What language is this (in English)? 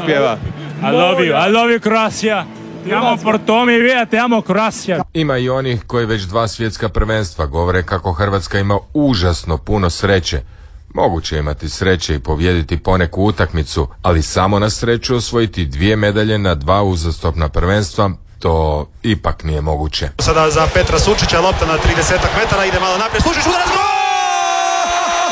Croatian